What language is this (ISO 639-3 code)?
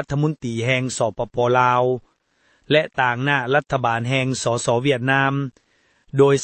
lao